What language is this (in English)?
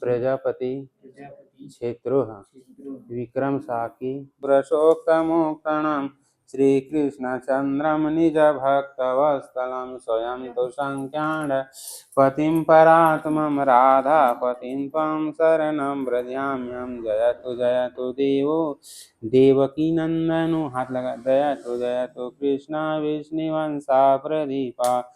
Chhattisgarhi